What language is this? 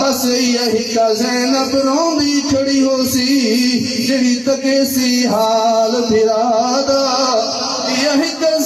Saraiki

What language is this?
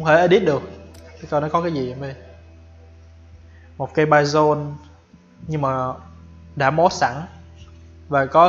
Vietnamese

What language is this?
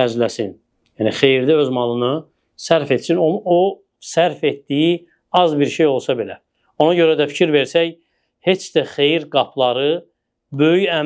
Azerbaijani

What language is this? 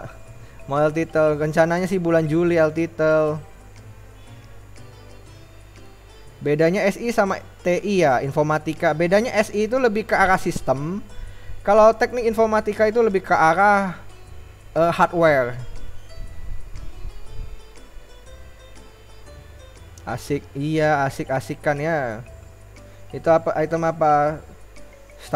Indonesian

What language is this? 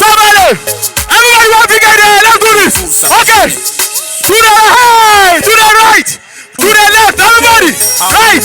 Dagbani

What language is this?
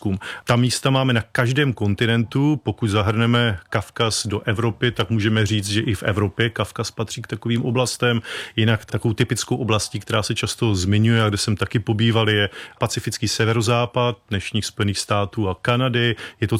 Czech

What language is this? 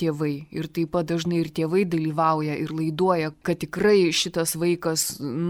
Lithuanian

